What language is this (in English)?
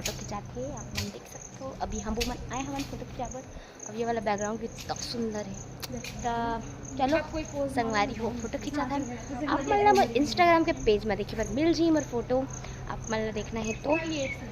Chhattisgarhi